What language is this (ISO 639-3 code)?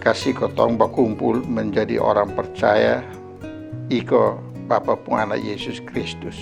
mkn